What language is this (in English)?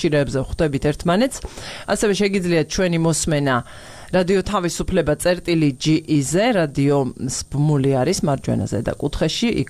Georgian